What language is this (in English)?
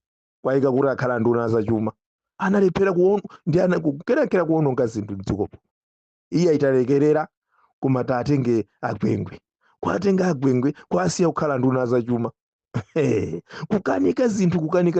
Nyanja